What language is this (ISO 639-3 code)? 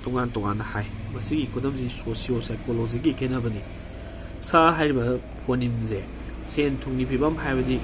mni